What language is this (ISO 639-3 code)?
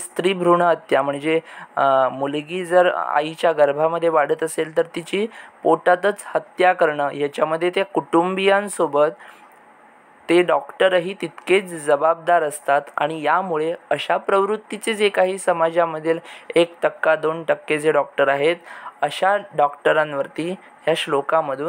mar